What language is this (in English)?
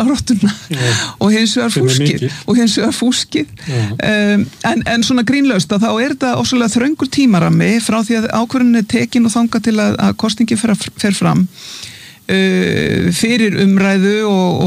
Icelandic